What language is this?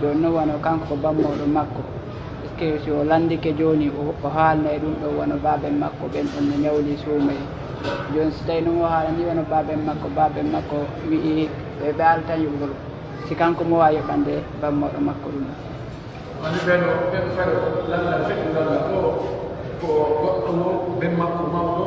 Pular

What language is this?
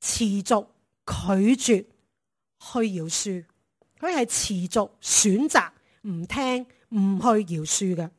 Cantonese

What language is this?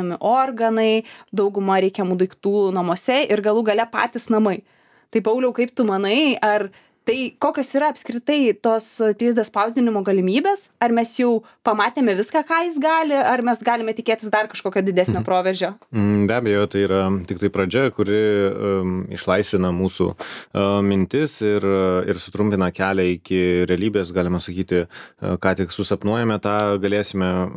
Lithuanian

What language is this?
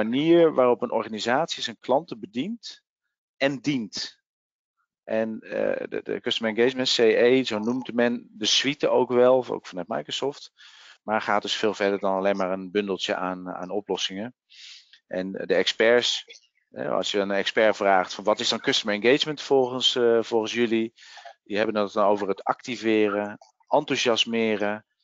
Dutch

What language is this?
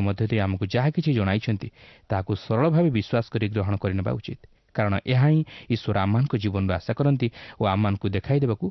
Odia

